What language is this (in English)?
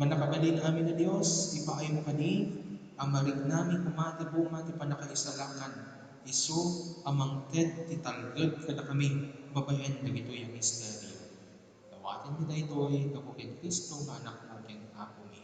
Iloko